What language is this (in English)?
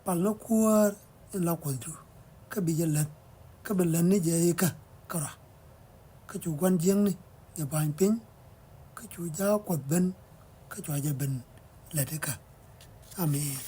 Nuer